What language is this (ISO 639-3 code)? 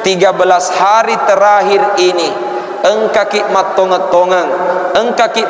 bug